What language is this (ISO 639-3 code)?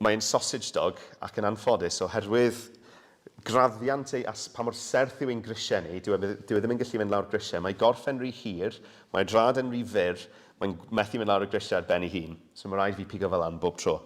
cym